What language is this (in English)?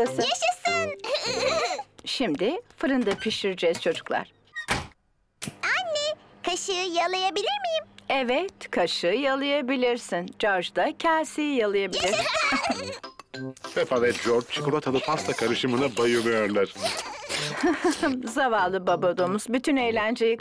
Turkish